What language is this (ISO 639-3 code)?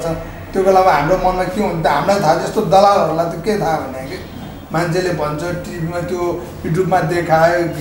nep